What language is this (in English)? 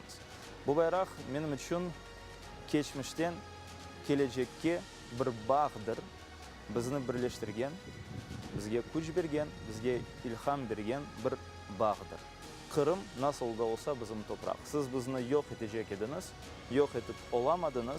Crimean Tatar